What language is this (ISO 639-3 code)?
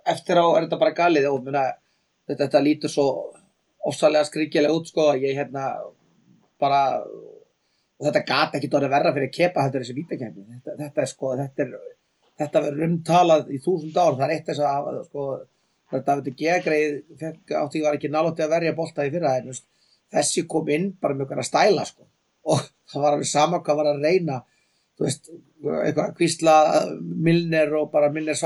isl